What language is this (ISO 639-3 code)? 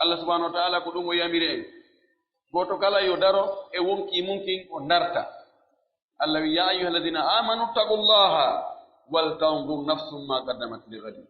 fuf